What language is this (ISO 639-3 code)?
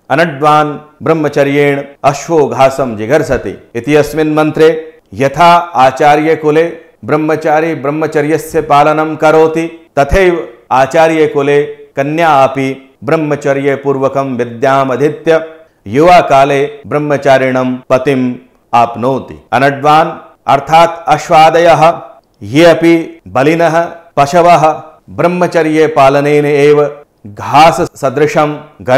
san